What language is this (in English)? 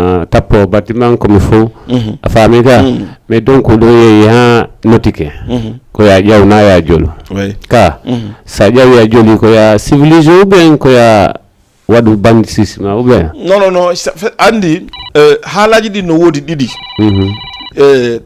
Fula